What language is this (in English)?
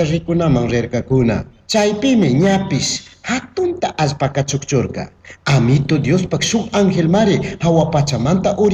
Chimborazo Highland Quichua